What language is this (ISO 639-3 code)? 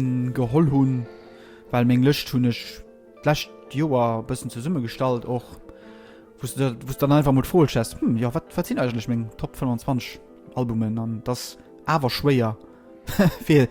ltz